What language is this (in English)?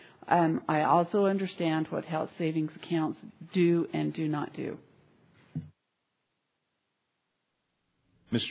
English